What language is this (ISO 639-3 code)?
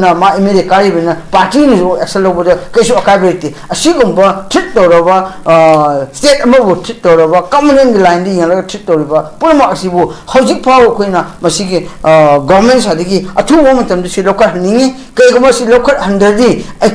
mni